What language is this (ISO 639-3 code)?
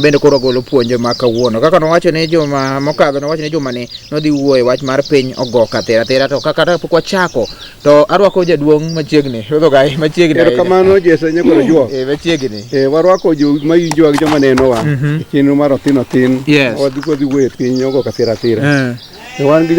luo